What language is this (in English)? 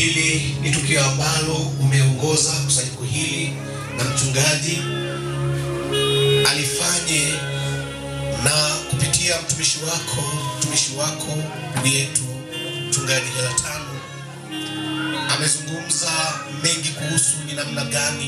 Swahili